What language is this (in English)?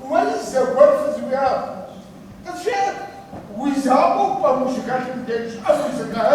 Kabardian